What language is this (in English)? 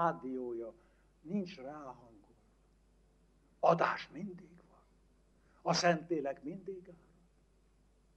Hungarian